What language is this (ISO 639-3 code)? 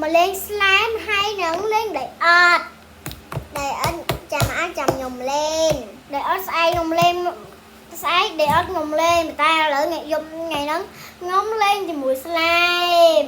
khm